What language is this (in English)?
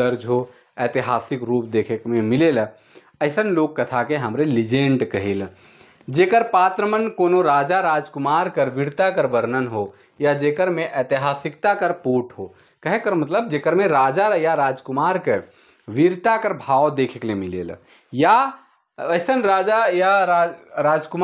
Sadri